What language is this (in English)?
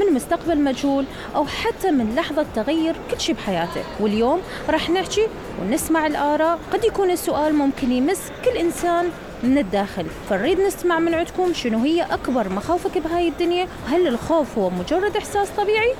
Mesopotamian Arabic